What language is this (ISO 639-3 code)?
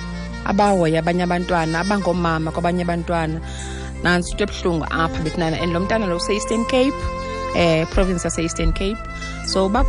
xho